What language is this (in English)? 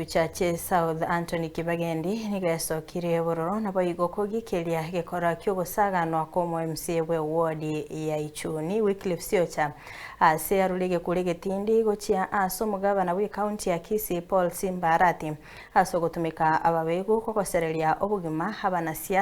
Gusii